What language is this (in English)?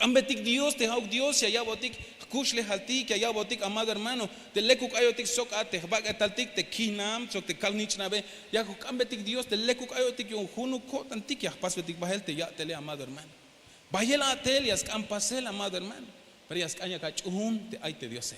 Tzeltal